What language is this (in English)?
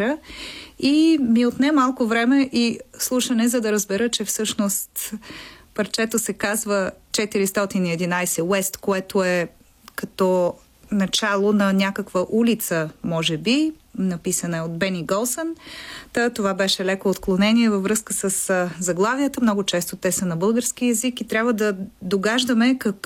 Bulgarian